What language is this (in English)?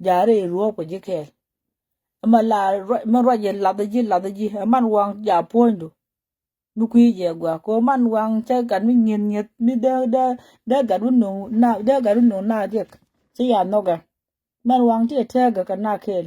Nuer